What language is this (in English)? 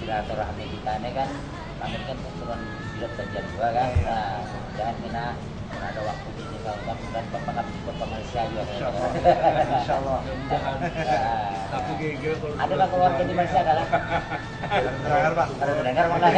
Banjar